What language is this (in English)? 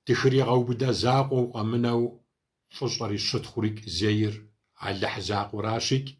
Kabardian